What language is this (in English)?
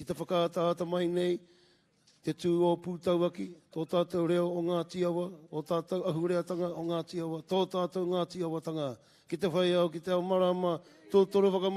Māori